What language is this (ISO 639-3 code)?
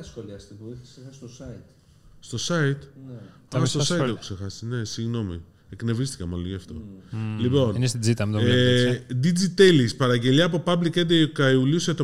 ell